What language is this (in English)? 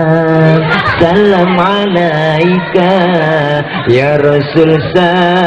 Betawi